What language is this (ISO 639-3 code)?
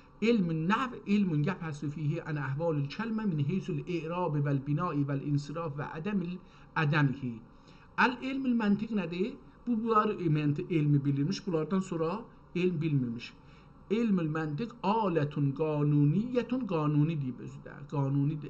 azb